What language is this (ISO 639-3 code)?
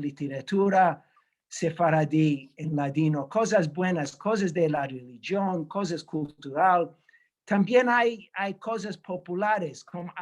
lad